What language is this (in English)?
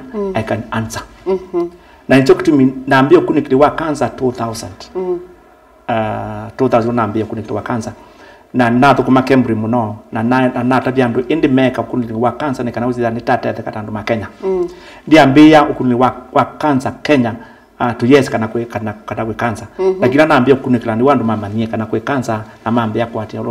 Kamba